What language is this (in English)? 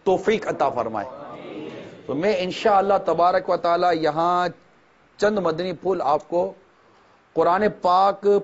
Urdu